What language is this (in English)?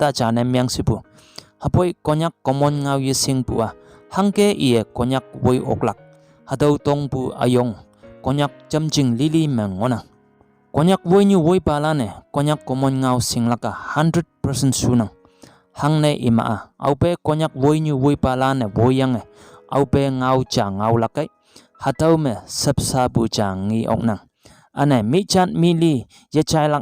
Konyak Naga